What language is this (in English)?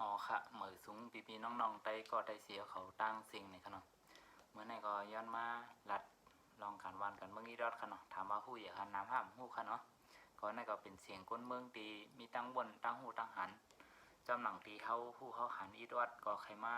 Shan